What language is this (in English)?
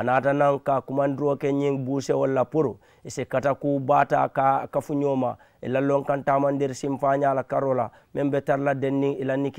Mandingo